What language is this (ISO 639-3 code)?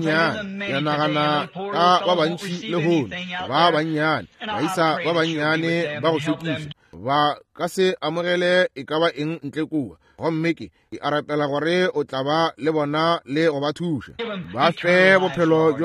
nso